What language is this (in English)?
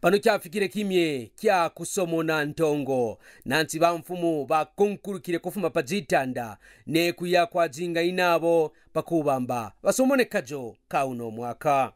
Kaonde